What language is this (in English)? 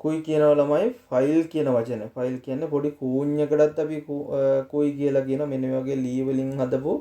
Sinhala